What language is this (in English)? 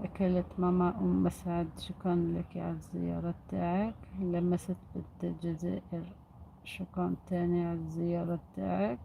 Algerian Arabic